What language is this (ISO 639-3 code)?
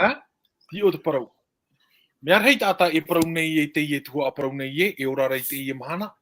tah